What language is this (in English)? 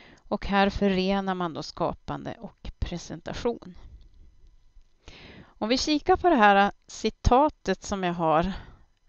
Swedish